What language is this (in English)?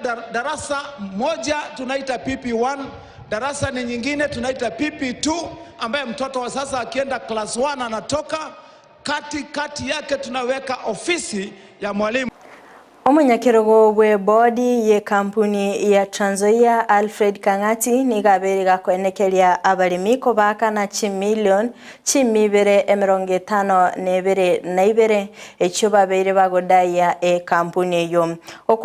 Gusii